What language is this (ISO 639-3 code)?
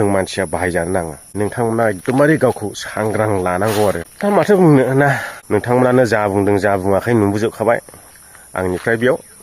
brx